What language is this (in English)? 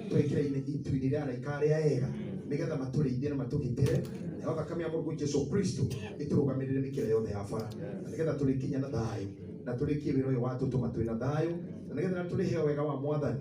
Kikuyu